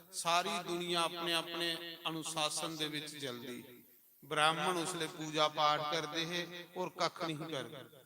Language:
Dogri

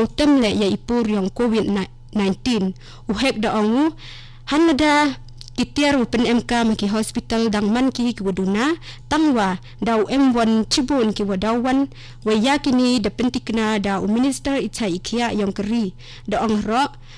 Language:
Khasi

